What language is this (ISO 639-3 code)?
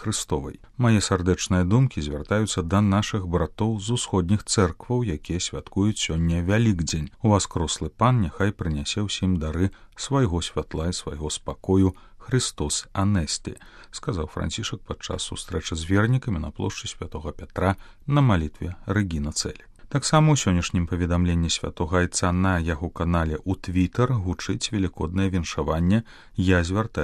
bel